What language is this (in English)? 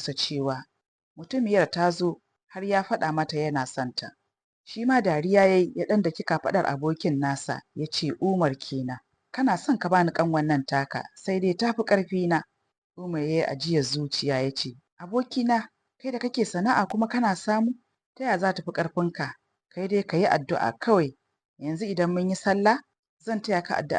Hausa